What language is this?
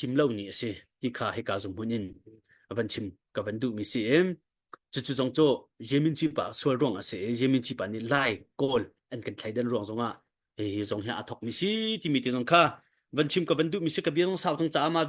Hakha Chin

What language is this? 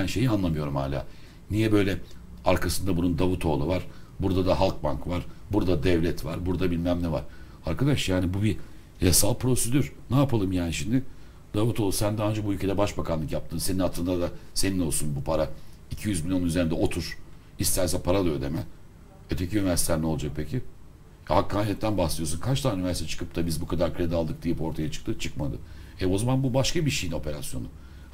Turkish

